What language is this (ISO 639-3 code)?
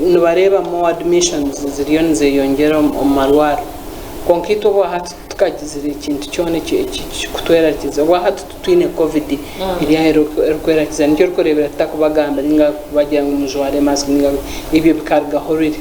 nyn